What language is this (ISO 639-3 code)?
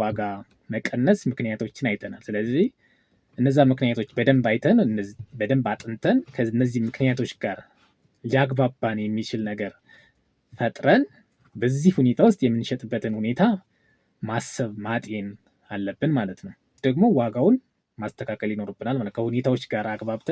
amh